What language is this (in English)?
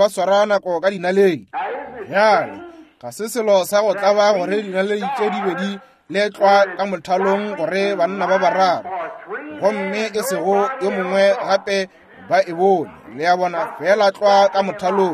Northern Sotho